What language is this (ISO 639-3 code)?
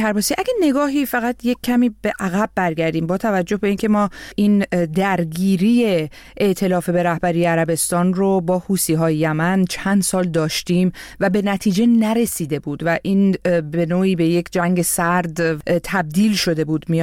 fas